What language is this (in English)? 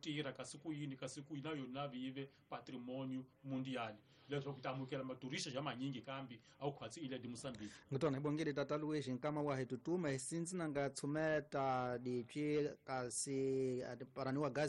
Tsonga